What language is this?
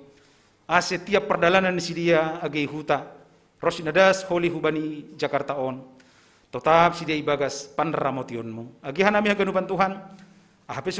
Batak Simalungun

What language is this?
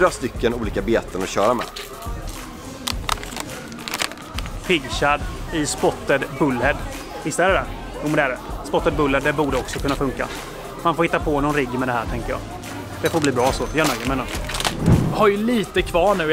Swedish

